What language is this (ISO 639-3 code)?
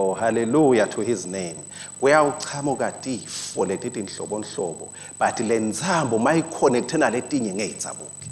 ssw